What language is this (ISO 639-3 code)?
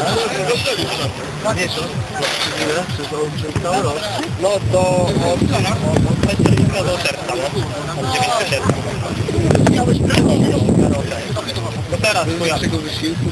pol